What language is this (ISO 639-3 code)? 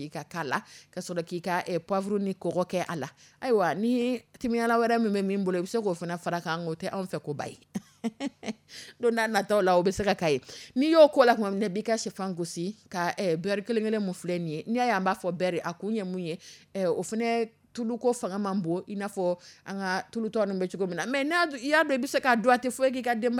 dyu